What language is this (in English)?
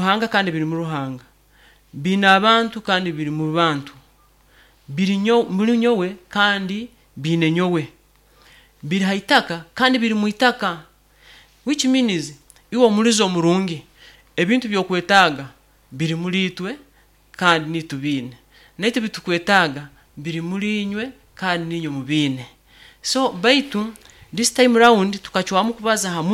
Nyoro